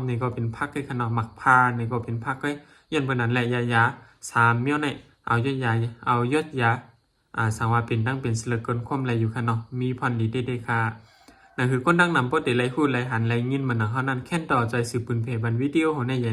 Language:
Shan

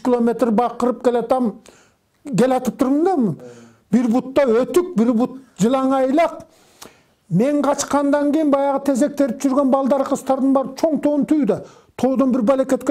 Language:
Kyrgyz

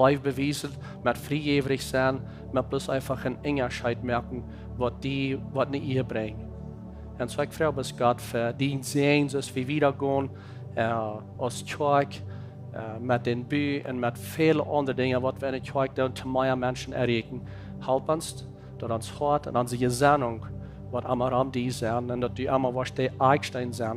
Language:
Plautdietsch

